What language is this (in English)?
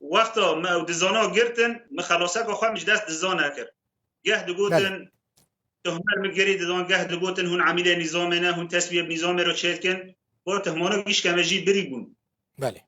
Kurdish